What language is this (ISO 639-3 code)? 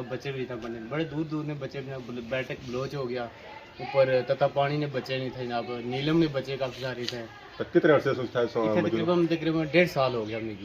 phr